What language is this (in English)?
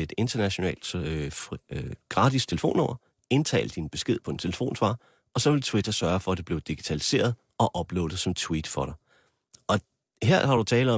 Danish